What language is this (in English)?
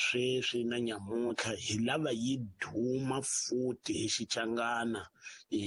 Tsonga